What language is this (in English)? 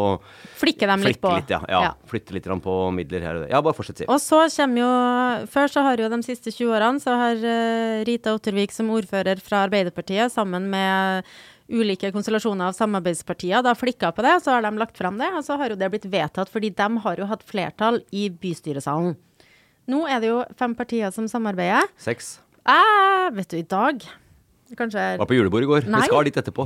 Norwegian